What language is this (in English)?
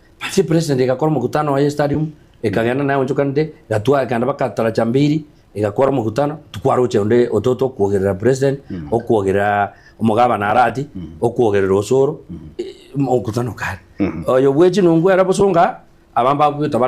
Gusii